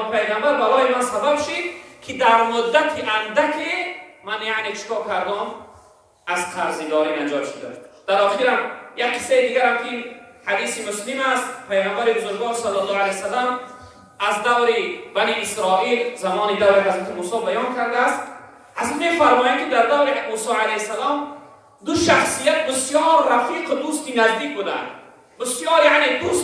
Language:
Tajik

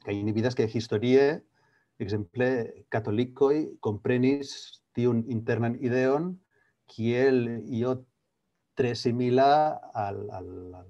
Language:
Esperanto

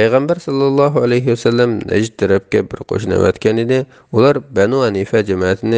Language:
Uyghur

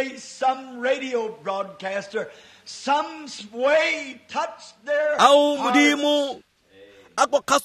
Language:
Tswana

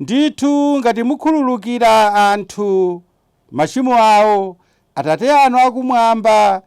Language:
Nyanja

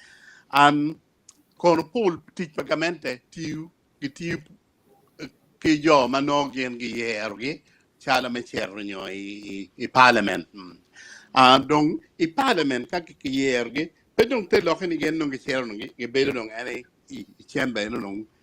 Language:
Acoli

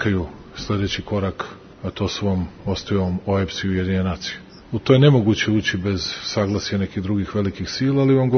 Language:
Serbian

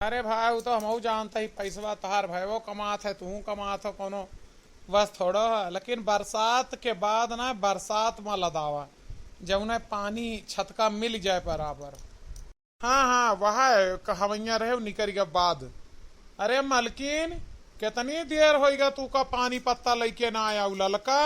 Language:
Awadhi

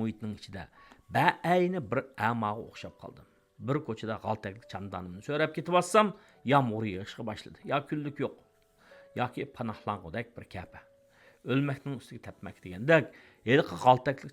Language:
Uyghur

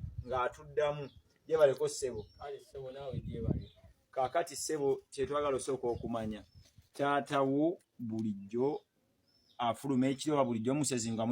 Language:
Ganda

